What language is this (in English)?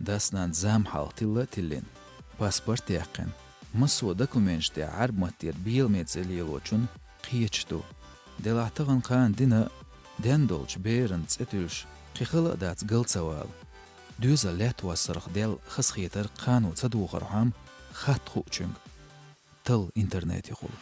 Chechen